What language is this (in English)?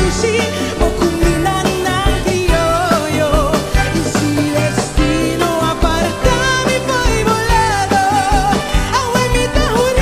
Papiamento